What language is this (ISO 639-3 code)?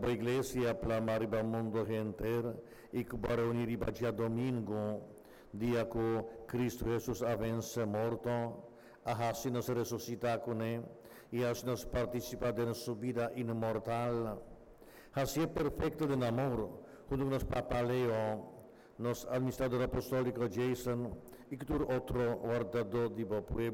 pap